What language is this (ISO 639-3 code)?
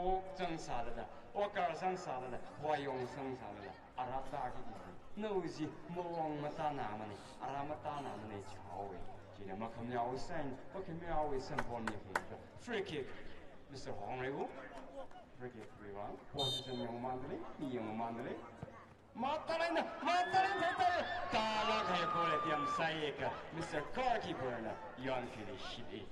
nmf